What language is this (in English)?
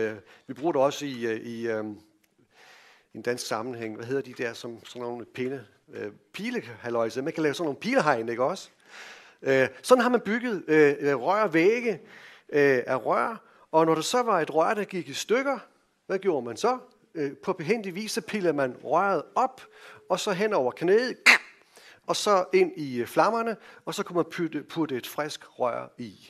Danish